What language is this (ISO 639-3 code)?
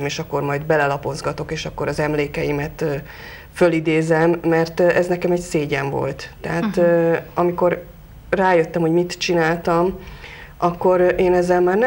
hun